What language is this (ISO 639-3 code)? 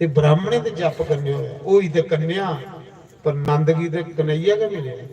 doi